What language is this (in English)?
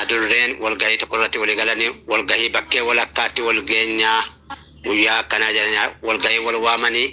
Oromo